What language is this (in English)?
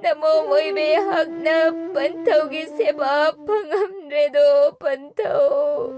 Manipuri